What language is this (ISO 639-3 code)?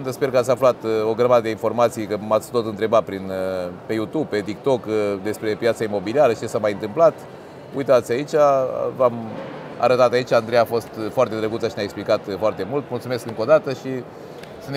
ron